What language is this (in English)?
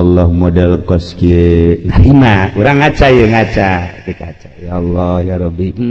Sundanese